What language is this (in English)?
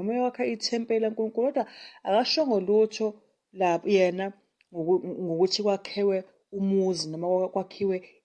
Zulu